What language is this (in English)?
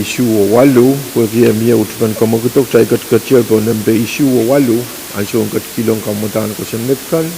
Pohnpeian